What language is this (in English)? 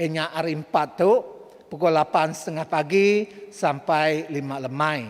Iban